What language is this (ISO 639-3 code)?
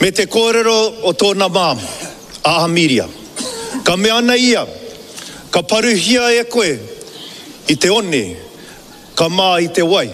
mri